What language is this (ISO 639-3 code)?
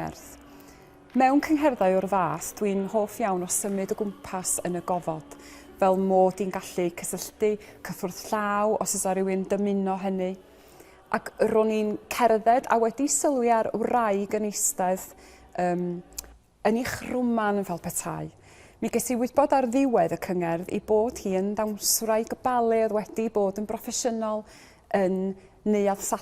cym